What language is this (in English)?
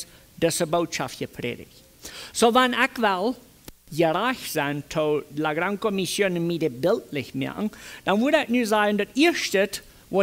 Plautdietsch